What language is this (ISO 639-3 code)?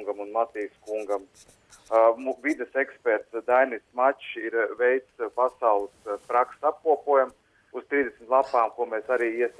lav